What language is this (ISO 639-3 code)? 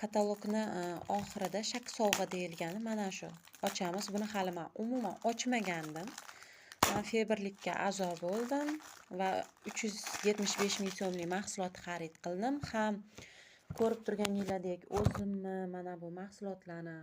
uzb